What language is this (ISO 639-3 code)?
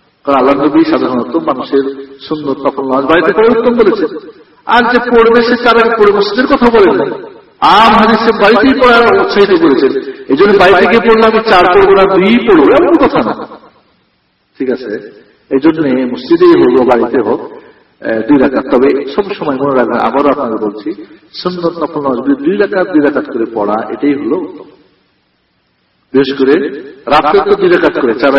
ben